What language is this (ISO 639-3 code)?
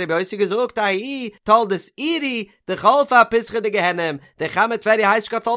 yid